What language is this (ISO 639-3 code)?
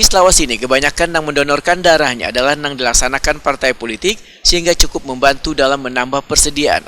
bjn